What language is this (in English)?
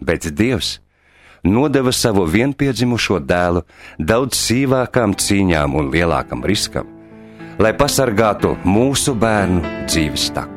Latvian